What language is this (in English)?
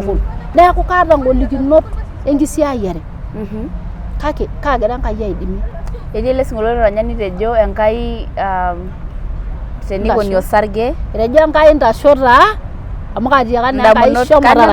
Masai